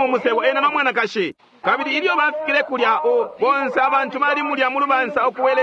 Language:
Bemba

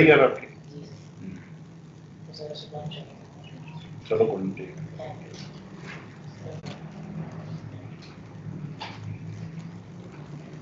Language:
Hindi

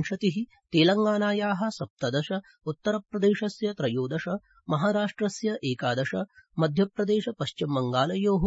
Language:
Sanskrit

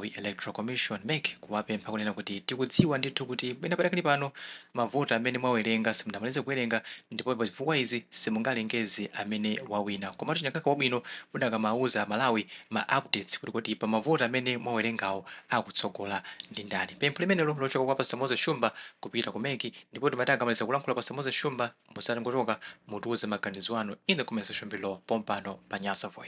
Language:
Nyanja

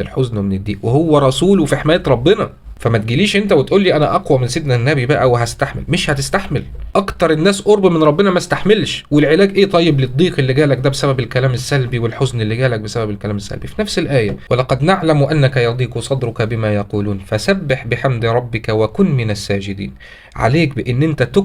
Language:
Egyptian Arabic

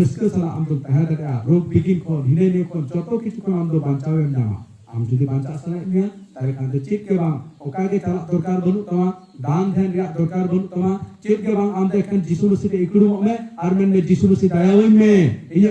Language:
Santali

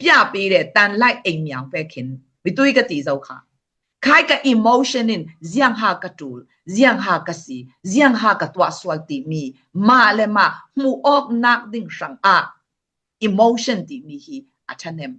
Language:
Falam Chin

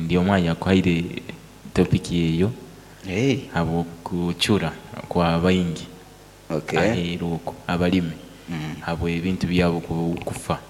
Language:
Nyoro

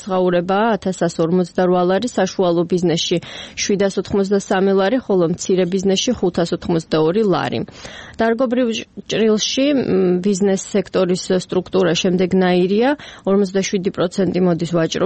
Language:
Georgian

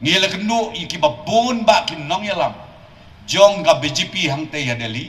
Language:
Khasi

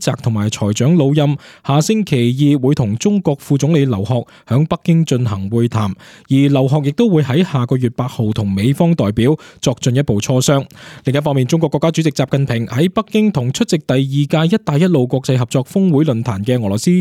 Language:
Cantonese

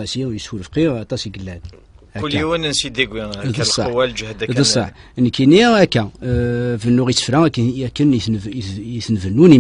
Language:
Kabyle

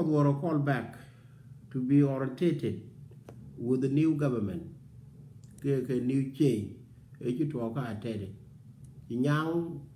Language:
Nuer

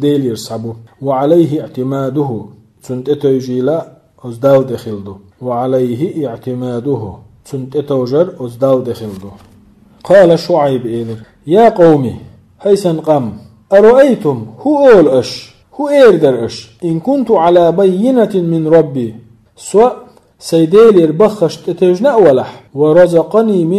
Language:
Chechen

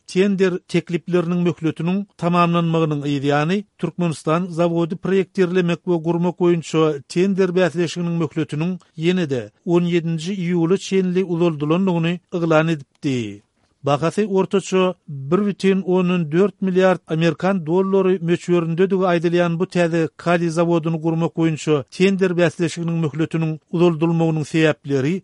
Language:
Turkmen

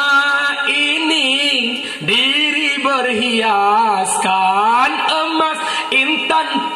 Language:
Achinese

